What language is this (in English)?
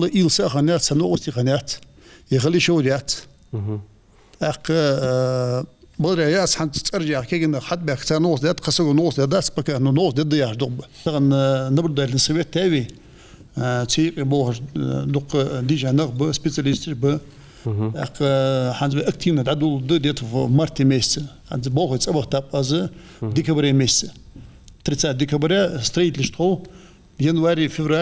Ingush